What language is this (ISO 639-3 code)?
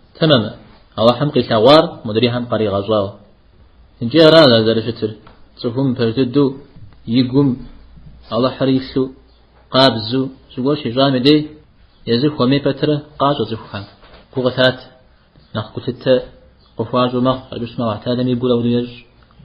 kbd